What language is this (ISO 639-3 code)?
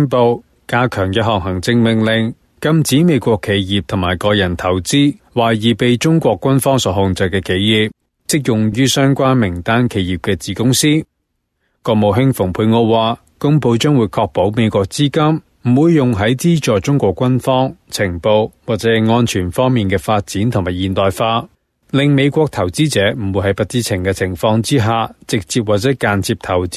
yue